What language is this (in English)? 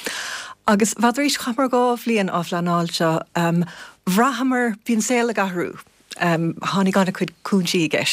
Irish